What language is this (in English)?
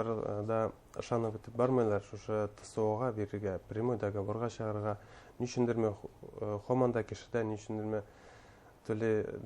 Bashkir